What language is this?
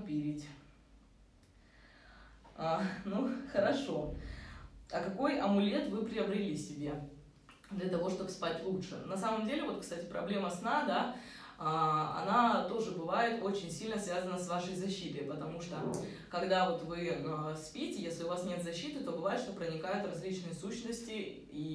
Russian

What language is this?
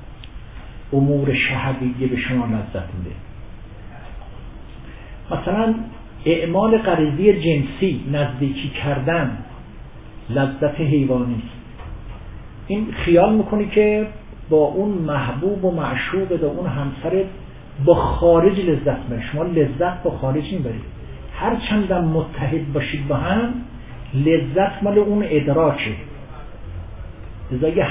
Persian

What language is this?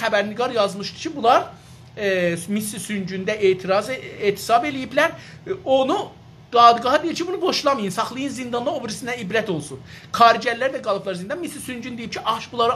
South Azerbaijani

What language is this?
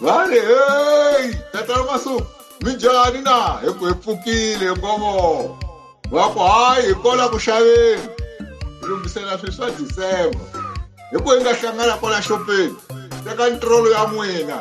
Tsonga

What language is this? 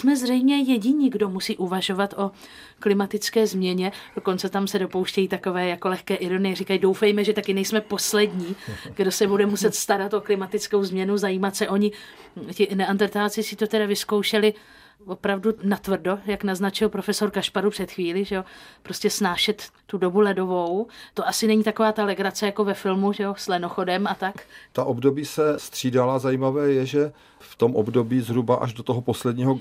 Czech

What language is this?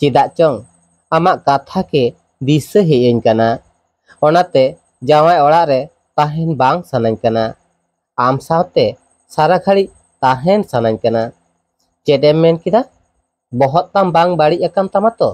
Santali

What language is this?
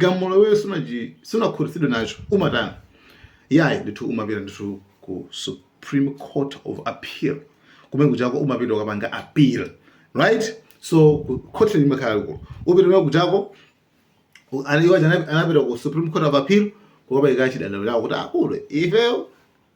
Nyanja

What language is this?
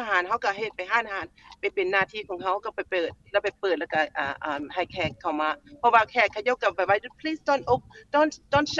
Lao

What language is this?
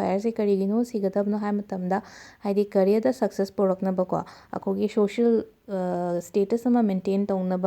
Manipuri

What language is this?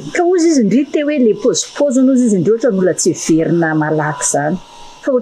Malagasy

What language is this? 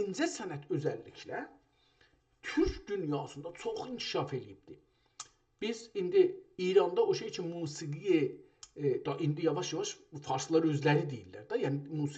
South Azerbaijani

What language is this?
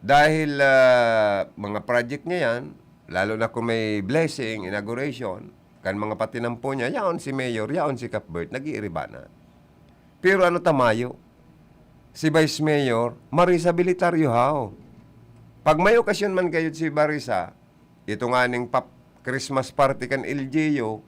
Bikol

